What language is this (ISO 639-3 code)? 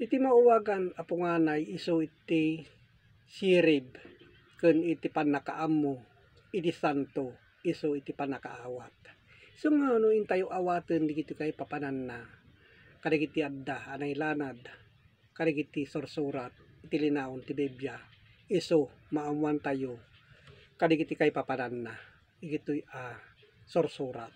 ilo